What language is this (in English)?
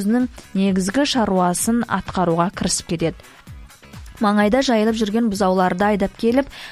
Kazakh